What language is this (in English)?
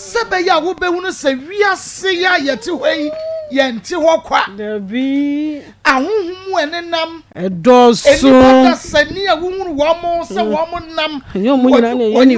Akan